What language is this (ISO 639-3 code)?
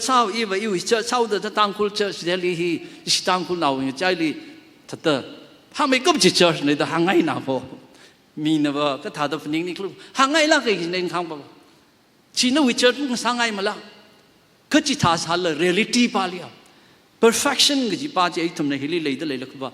nmf